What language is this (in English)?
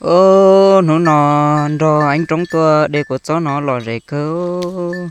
Hmong